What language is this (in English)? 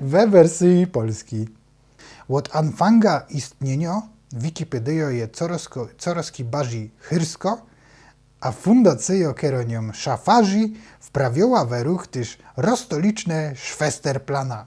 Silesian